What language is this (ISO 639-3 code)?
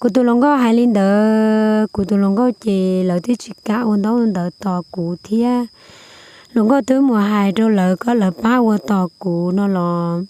hmn